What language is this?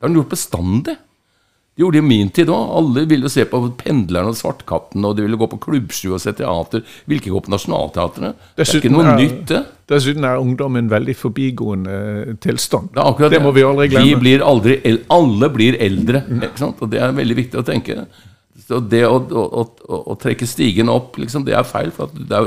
Norwegian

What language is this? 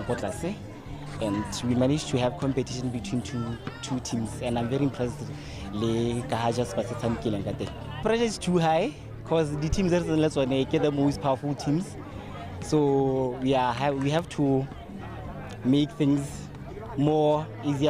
Tswana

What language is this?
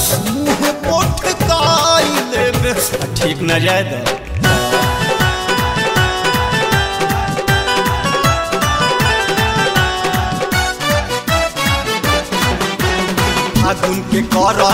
Bhojpuri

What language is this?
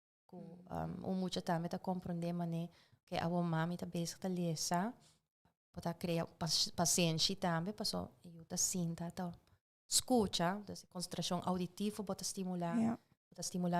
Papiamento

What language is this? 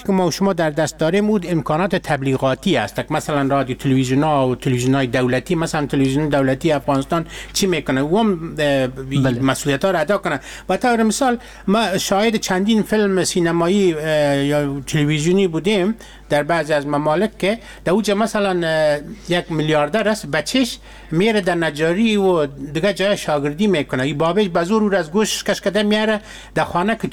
Persian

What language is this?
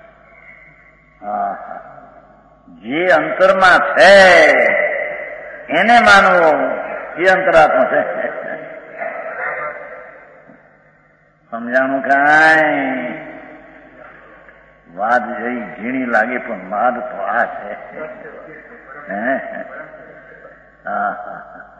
Gujarati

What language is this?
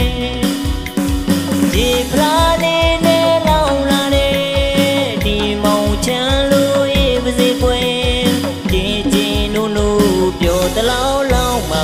Burmese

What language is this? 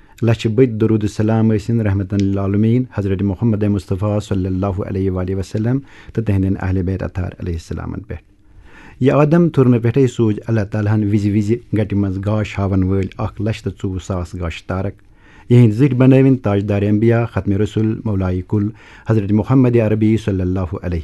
Kashmiri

